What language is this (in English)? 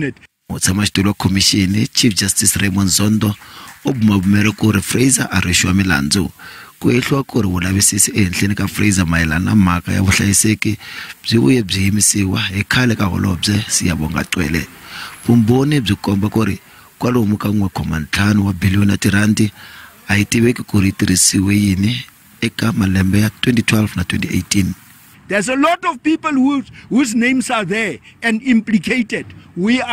Tsonga